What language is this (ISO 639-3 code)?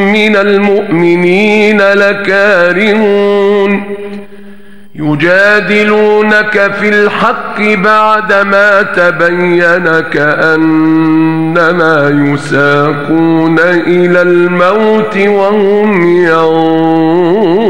ara